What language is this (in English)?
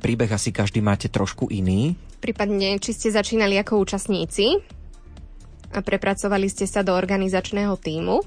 Slovak